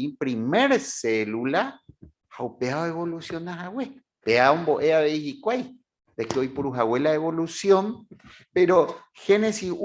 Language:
Guarani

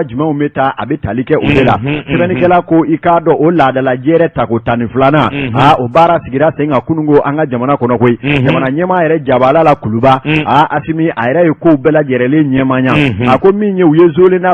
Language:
Bambara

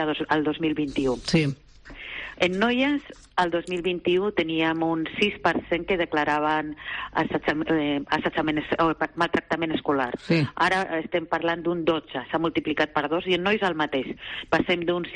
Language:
Catalan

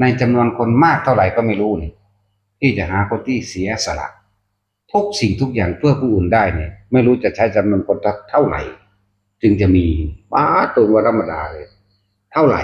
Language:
Northeastern Thai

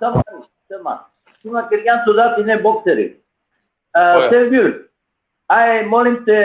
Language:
Balkan Romani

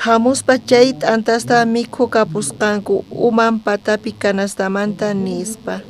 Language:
South Bolivian Quechua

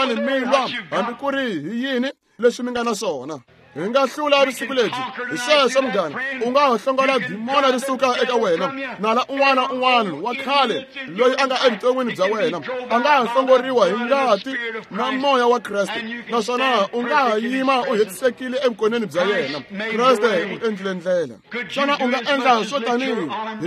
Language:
Tsonga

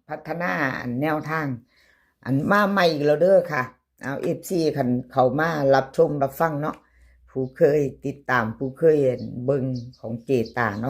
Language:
Northeastern Thai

